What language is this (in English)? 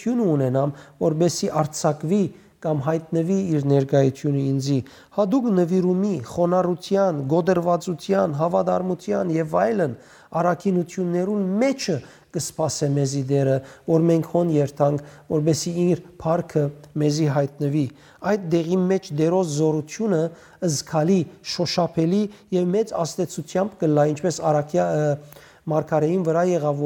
Western Armenian